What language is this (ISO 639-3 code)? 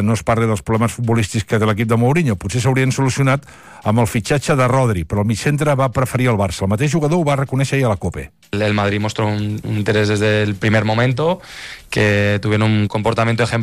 cat